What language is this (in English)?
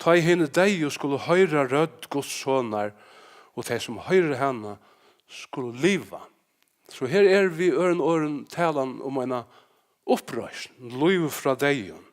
Faroese